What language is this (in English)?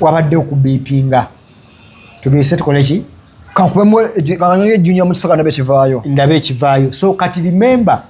Ganda